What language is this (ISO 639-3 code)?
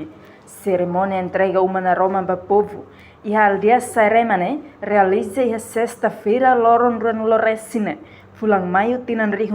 tet